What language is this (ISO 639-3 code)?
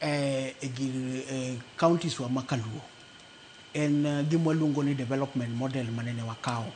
luo